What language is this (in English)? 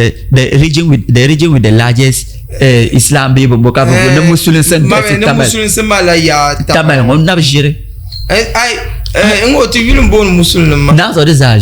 Dagbani